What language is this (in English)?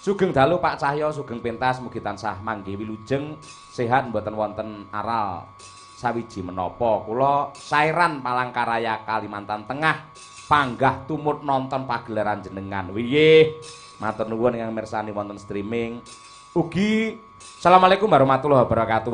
Javanese